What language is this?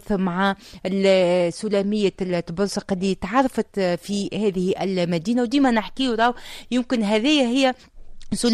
Tunisian Arabic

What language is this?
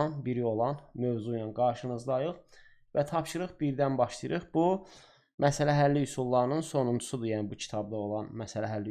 Azerbaijani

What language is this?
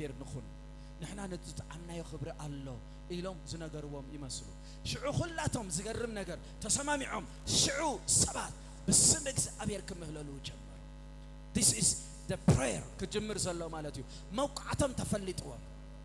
Tigrinya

